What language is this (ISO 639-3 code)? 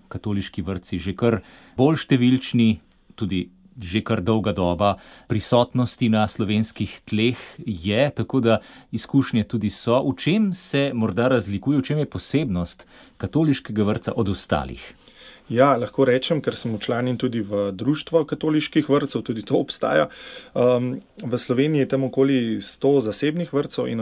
slv